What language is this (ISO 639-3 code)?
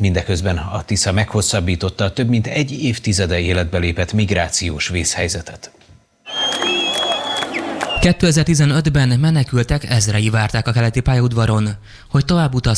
hun